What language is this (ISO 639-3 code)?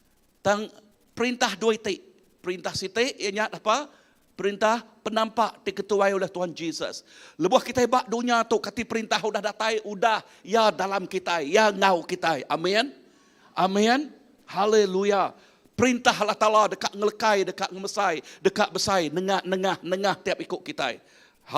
iba